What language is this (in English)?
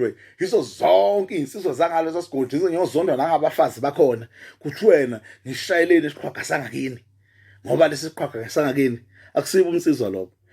Zulu